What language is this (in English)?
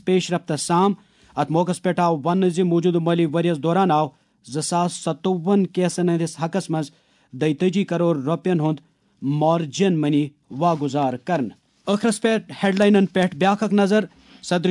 Kashmiri